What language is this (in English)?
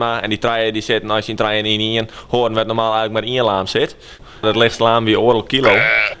Western Frisian